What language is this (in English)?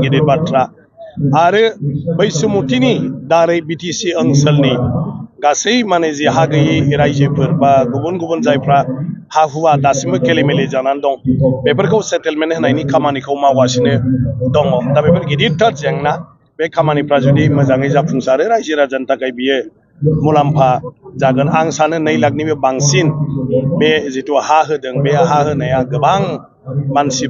Bodo